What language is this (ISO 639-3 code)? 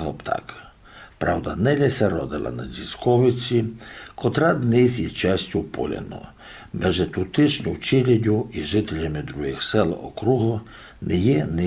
rue